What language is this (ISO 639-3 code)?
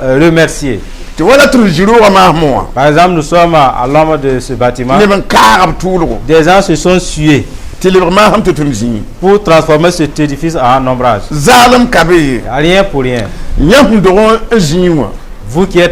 mos